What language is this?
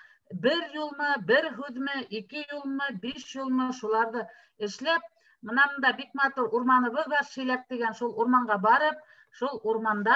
Bashkir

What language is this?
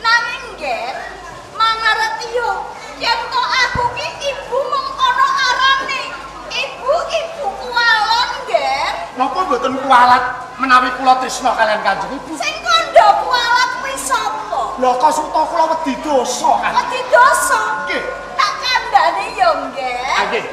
Javanese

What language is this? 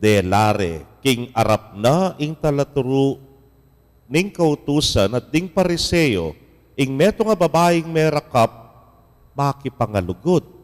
Pampanga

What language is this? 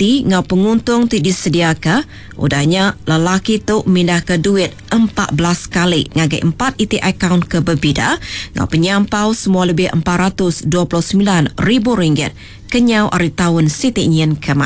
Iban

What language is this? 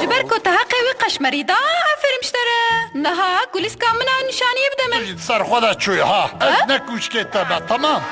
Kurdish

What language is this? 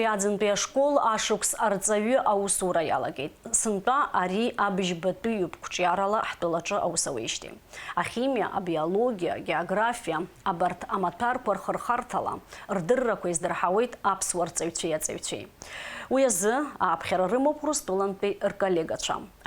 Abkhazian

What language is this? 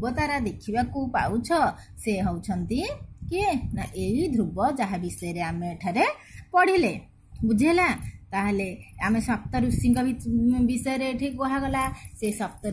Odia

